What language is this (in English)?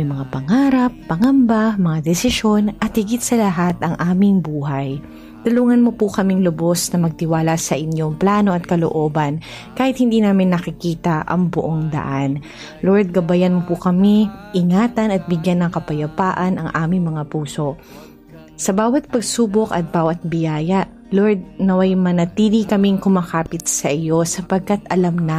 Filipino